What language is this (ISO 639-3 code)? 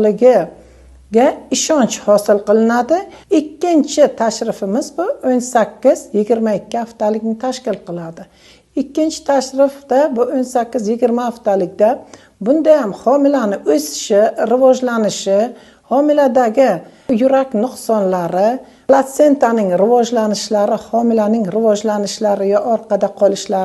uzb